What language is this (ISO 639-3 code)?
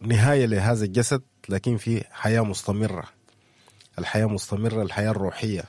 apd